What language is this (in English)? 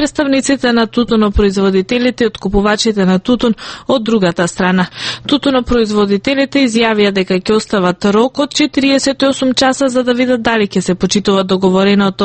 Macedonian